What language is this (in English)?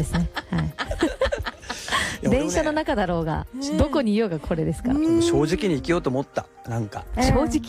Japanese